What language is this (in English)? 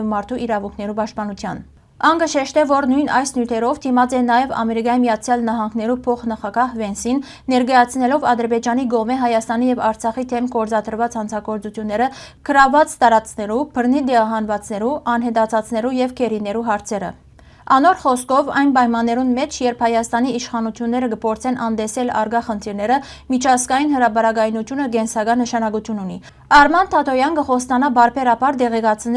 Western Armenian